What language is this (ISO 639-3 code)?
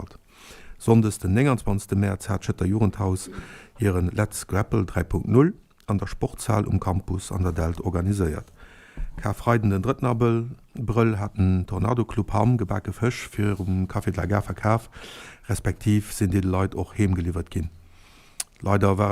ltz